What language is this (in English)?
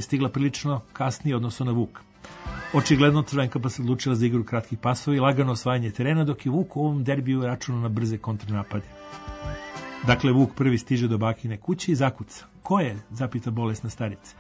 Serbian